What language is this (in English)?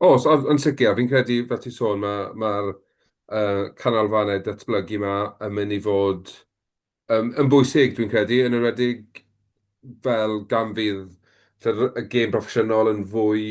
Welsh